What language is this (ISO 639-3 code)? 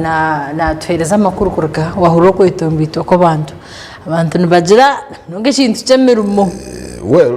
nyn